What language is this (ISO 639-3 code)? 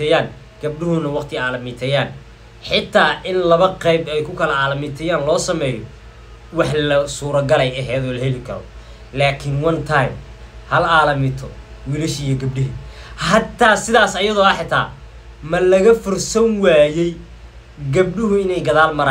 som